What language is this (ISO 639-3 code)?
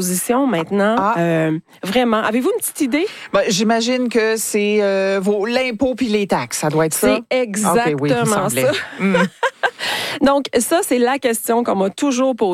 fra